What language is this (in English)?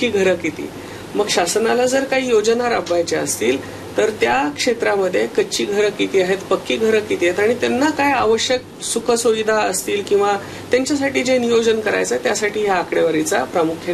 Marathi